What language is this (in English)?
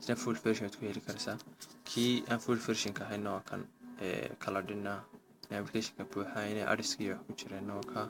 Somali